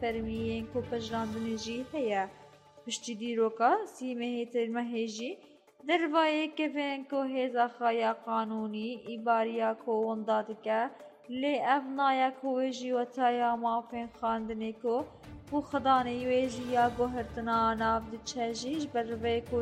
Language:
Kurdish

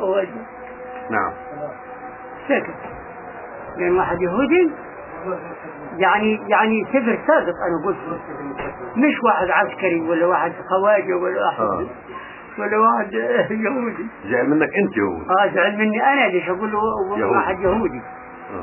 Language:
South Levantine Arabic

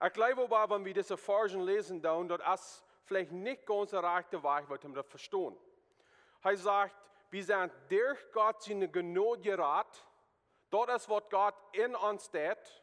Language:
Plautdietsch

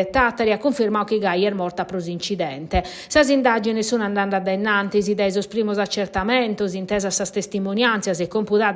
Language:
Sardinian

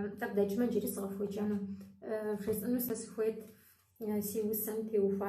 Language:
Kabardian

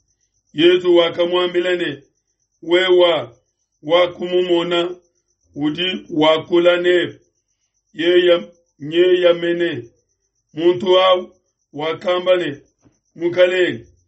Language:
Luba-Lulua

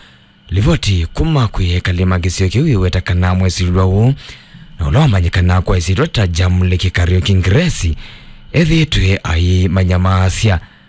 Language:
Kamba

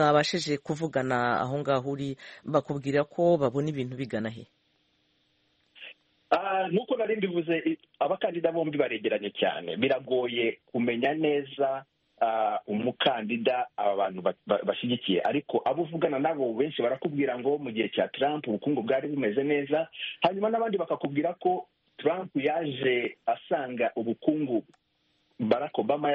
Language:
Kinyarwanda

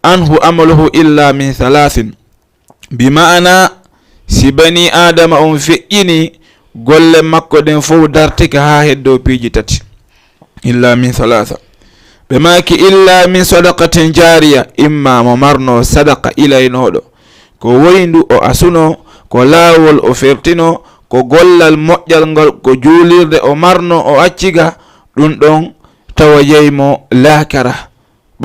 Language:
Fula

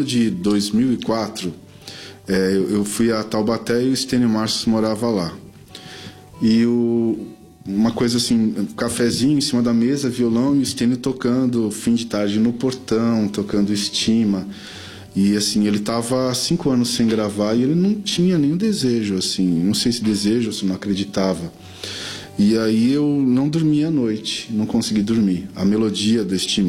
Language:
Portuguese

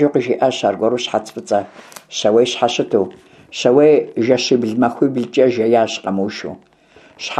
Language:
Kabardian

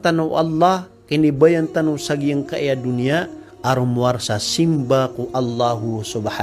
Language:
Maranao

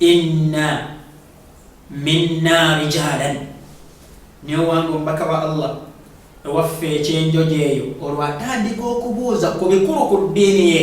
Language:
Ganda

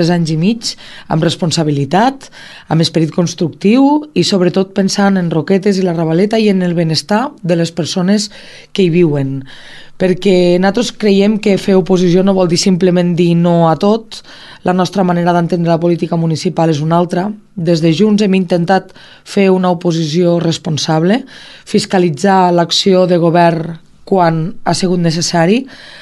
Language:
Catalan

